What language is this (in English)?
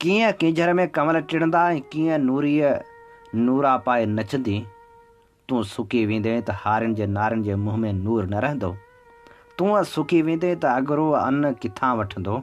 Sindhi